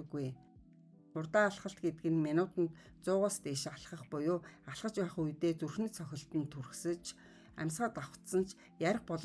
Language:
Mongolian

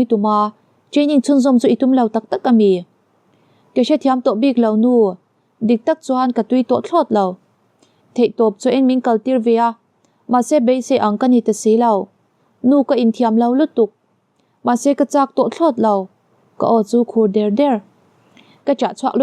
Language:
Mizo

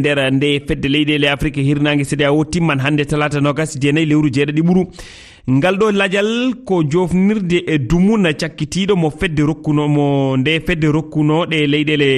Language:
Fula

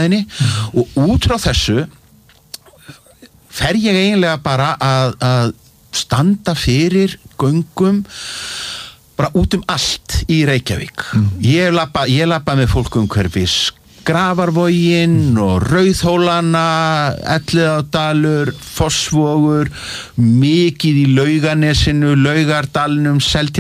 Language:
Icelandic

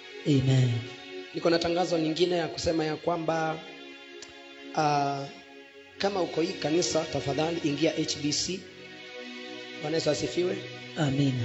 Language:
Swahili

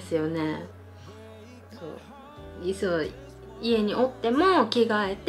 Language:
Japanese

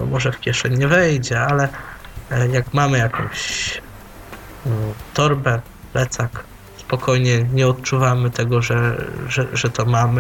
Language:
Polish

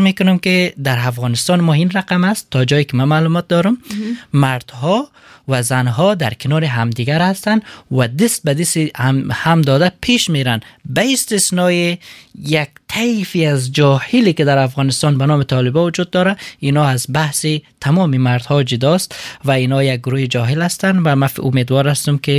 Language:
Persian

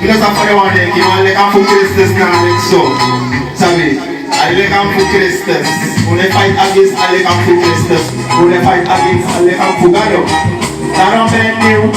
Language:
Jamaican Creole English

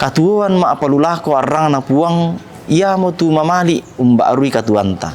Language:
Toraja-Sa'dan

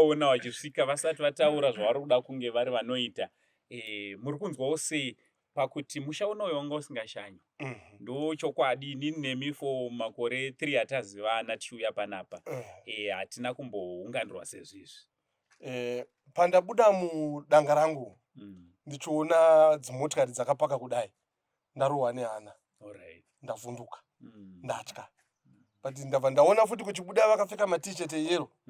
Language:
Shona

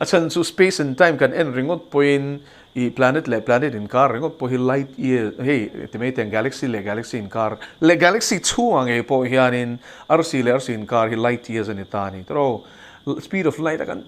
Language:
Mizo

